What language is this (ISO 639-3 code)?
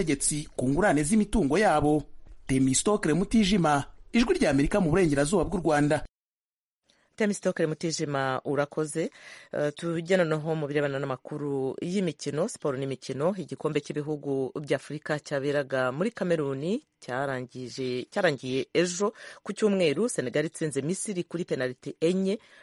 kin